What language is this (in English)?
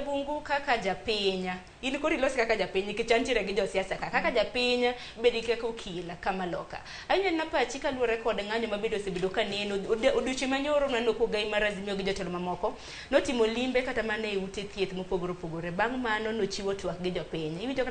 Luo (Kenya and Tanzania)